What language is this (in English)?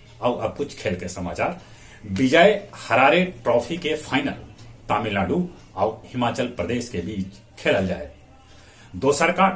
Magahi